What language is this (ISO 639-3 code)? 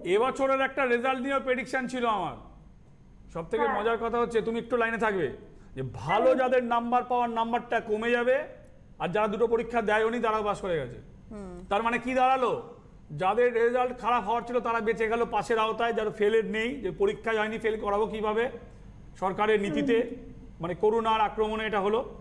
ben